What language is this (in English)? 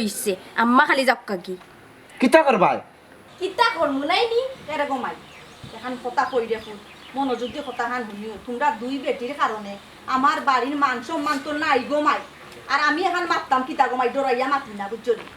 Sylheti